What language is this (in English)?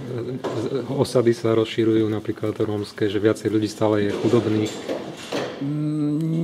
Slovak